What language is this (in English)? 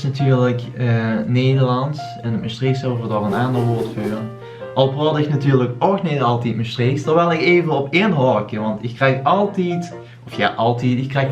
Limburgish